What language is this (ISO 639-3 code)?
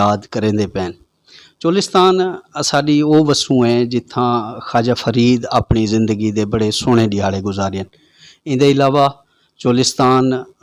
skr